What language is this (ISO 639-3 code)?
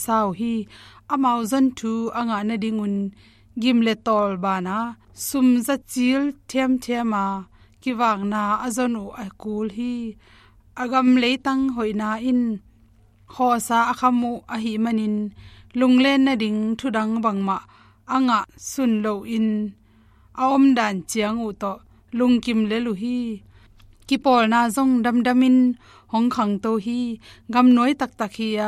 ctd